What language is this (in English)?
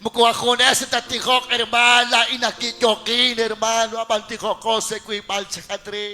Kekchí